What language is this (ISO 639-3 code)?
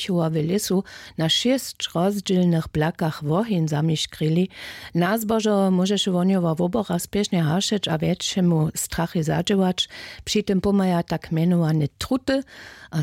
hsb